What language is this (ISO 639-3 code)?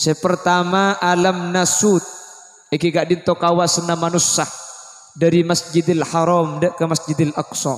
mad